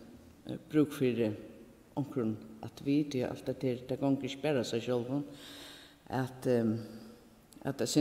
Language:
Faroese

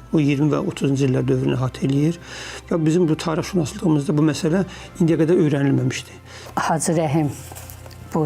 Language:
Azerbaijani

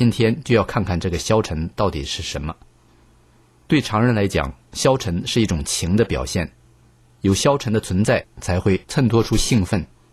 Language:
Chinese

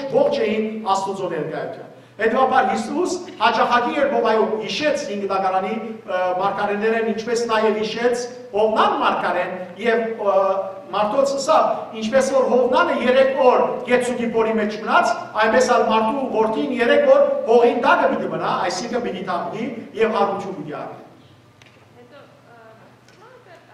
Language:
Western Armenian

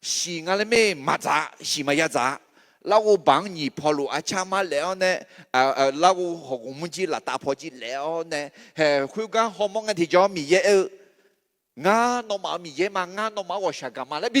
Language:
Akha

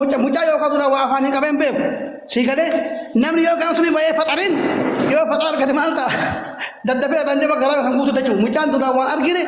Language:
Oromo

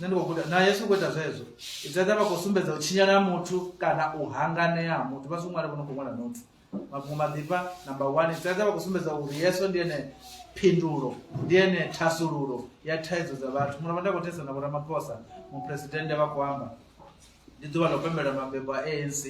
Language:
Venda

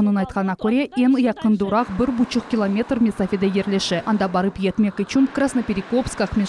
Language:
Crimean Tatar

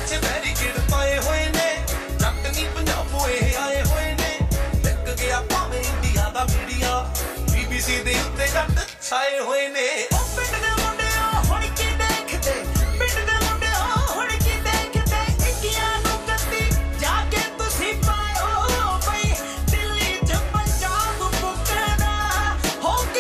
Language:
Punjabi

